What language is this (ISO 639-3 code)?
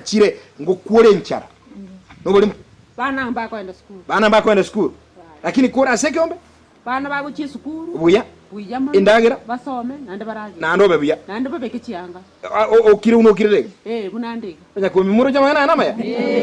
guz